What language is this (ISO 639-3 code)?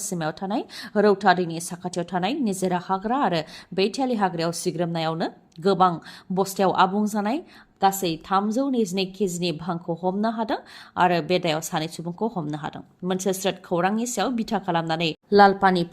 brx